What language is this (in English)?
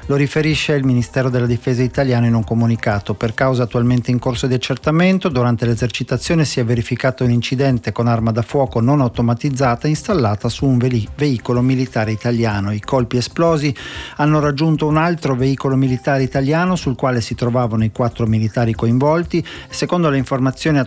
Italian